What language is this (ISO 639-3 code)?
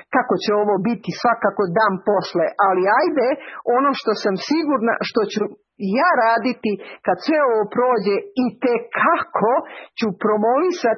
srp